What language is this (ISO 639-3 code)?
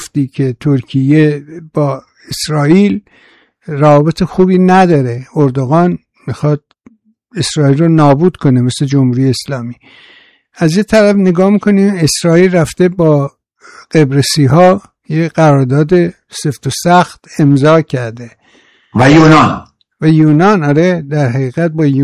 fas